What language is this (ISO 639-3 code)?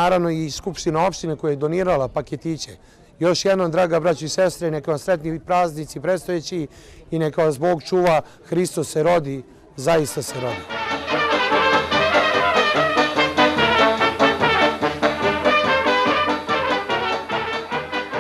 srp